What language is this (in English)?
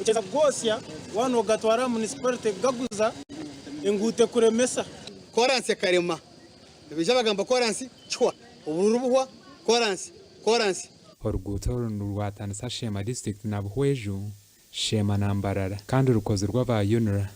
Nyankole